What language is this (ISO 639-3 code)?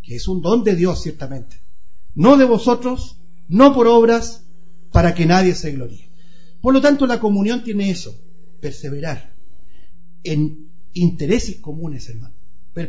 spa